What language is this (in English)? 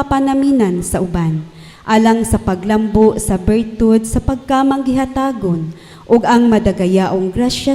Cebuano